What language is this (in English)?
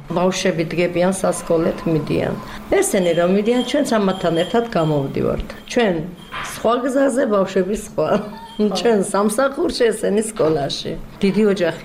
Georgian